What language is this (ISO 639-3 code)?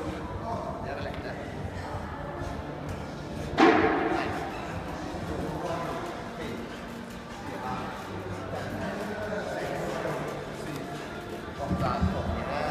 nor